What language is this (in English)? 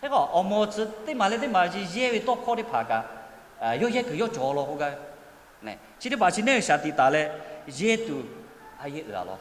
Lahu